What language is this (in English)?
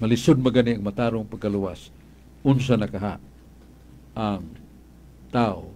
Cebuano